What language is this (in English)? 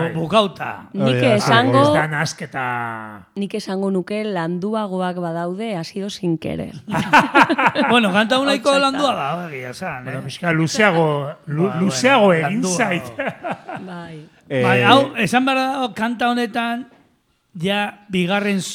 Basque